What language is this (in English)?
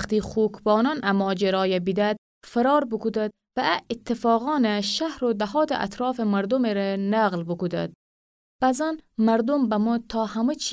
Gilaki